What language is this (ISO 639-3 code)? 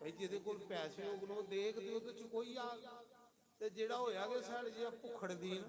doi